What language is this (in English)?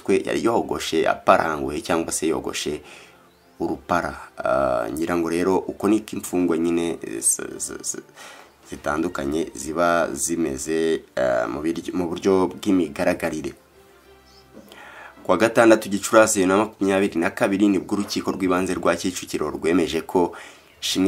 Kinyarwanda